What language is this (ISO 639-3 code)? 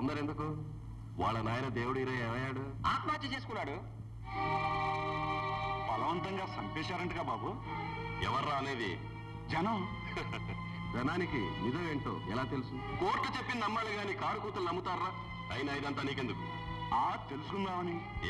tel